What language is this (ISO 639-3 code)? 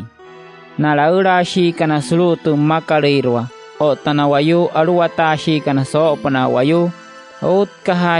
guc